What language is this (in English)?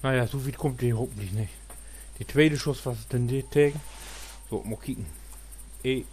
Low German